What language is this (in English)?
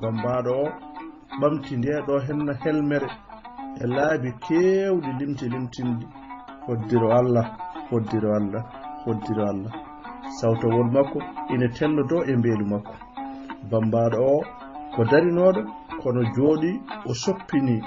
Fula